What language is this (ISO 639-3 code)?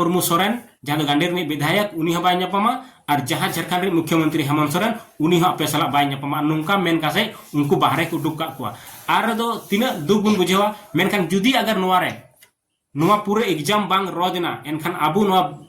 sat